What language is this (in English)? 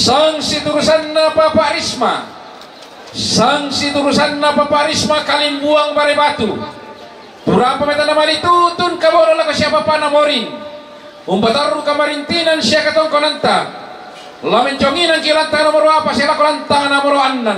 Toraja-Sa'dan